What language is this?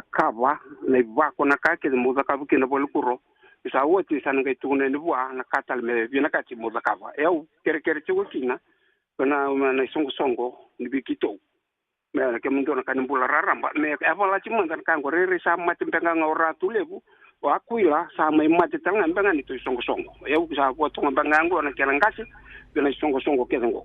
Fijian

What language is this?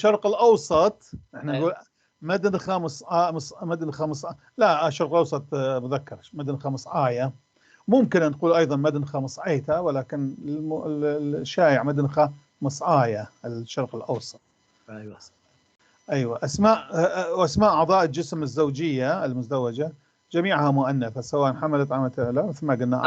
North Levantine Arabic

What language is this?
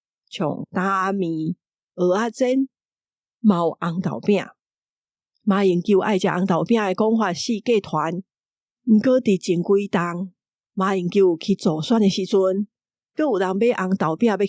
Min Nan Chinese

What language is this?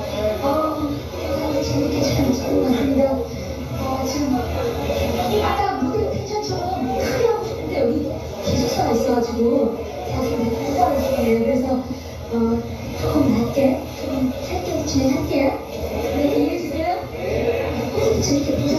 Korean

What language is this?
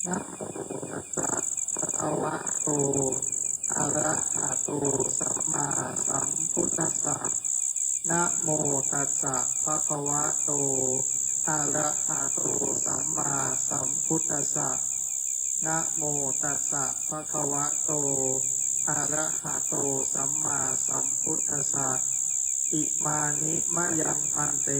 Pali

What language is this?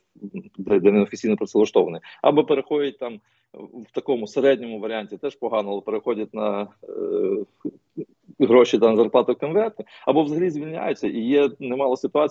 Ukrainian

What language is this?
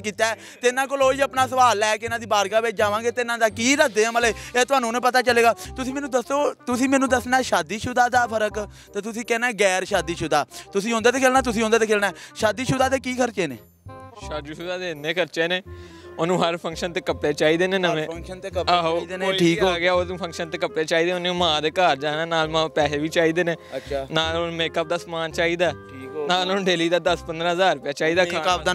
Punjabi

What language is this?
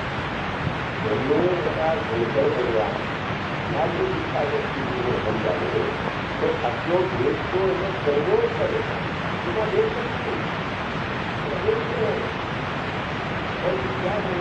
Gujarati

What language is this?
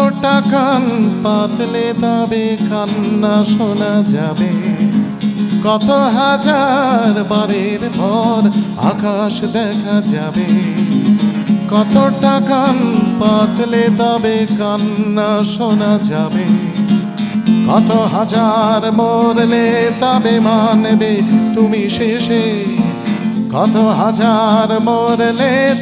Bangla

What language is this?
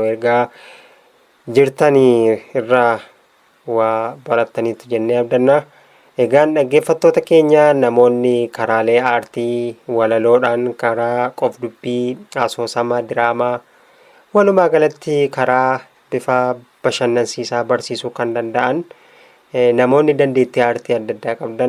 Oromo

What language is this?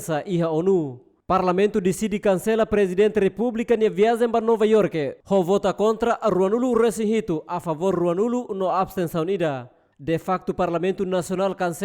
Tetum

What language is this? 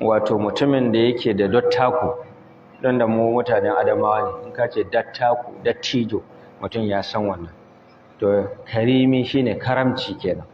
Hausa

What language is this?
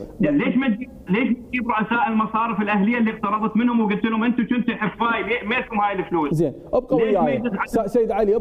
Mesopotamian Arabic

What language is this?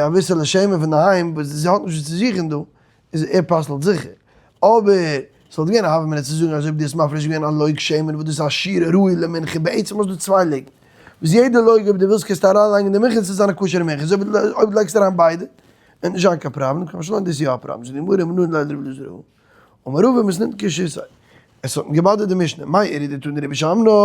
Yiddish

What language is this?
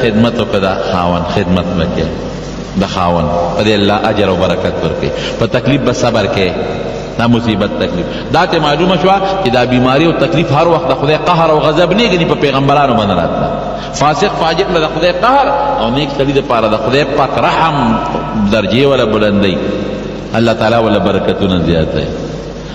Pashto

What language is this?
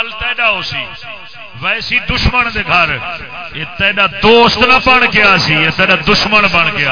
Saraiki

